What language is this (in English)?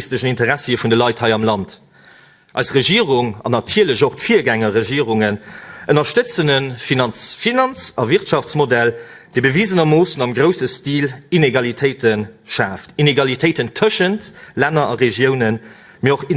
Luxembourgish